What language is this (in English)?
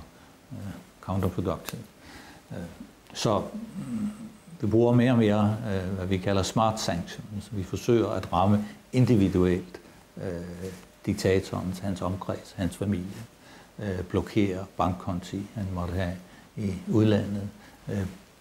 Danish